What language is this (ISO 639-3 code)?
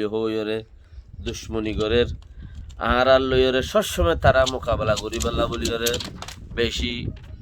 rhg